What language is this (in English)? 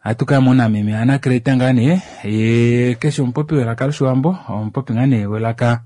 Kuanyama